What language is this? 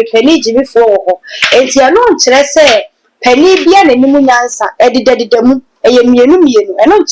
Akan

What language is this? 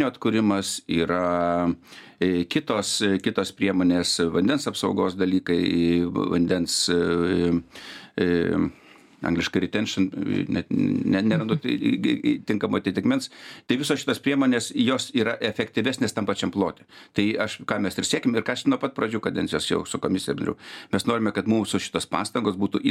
Lithuanian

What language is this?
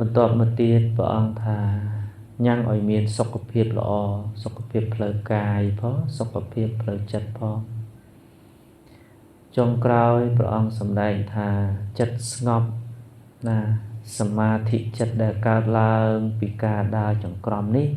Khmer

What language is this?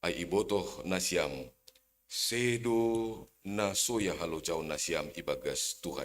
Batak Simalungun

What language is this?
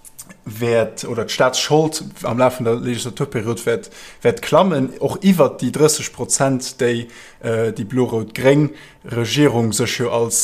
Luxembourgish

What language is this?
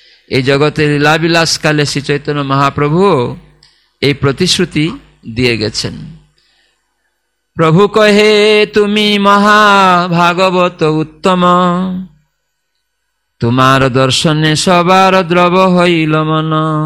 Bangla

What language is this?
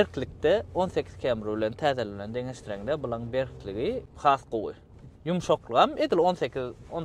Turkmen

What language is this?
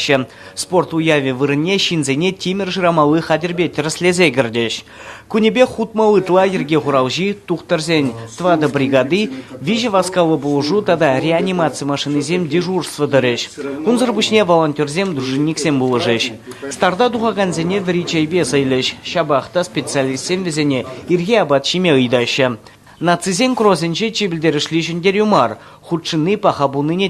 Chuvash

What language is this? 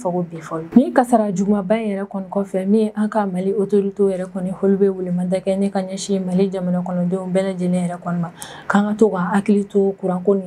Bambara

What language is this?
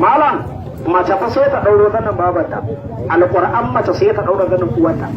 Hausa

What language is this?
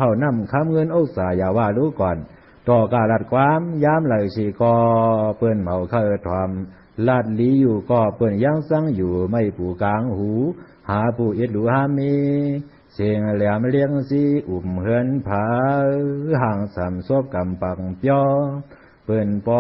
Shan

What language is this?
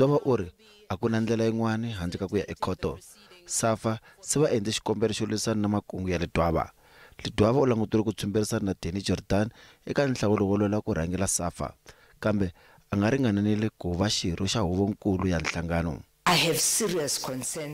Tsonga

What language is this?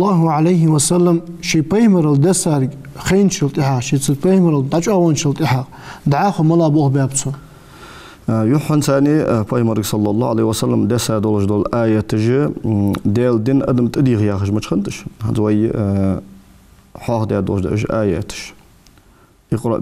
Ingush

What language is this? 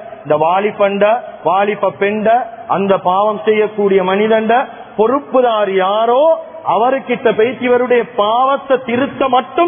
Tamil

